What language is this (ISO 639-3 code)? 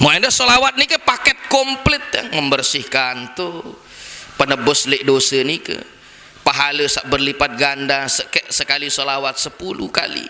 sas